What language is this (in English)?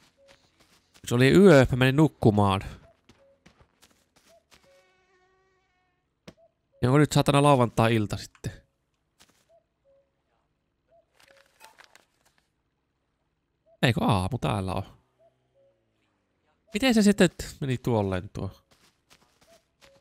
Finnish